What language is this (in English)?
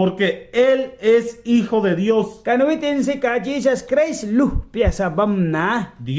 Mískito